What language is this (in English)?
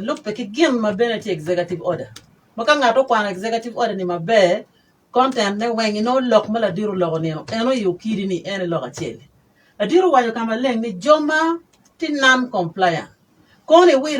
Acoli